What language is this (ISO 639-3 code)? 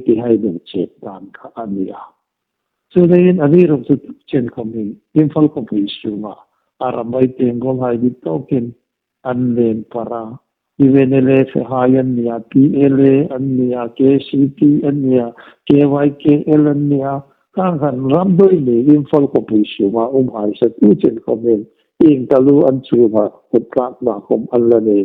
hmr